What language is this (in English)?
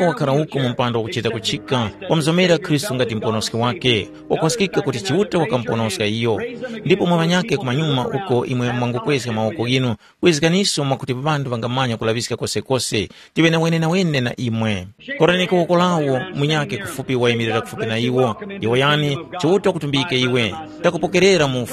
Tumbuka